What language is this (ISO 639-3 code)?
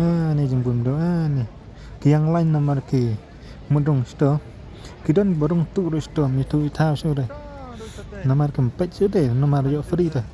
kha